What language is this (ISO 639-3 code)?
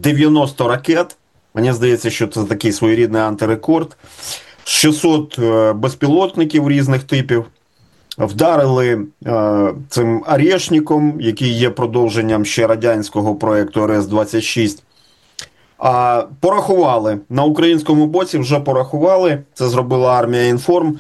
ukr